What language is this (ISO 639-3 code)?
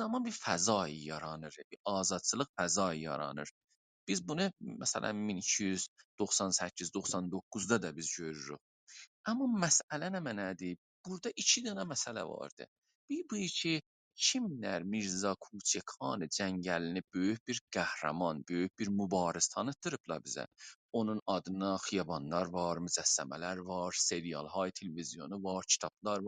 azb